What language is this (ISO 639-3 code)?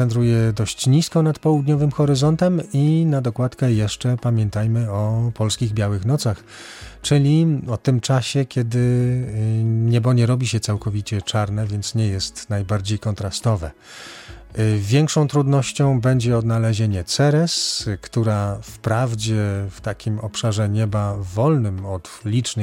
pol